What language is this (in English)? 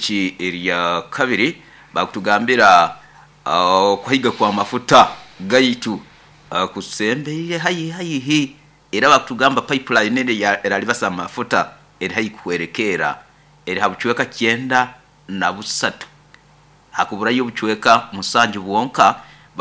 Nyoro